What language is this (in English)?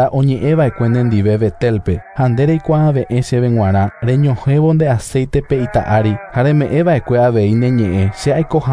Guarani